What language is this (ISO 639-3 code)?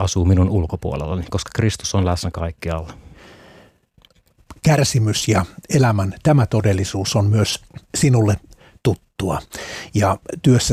fin